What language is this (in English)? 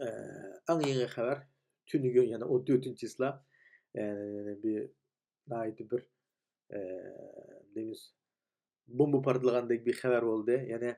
Uyghur